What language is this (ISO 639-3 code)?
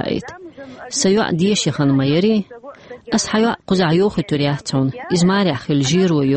che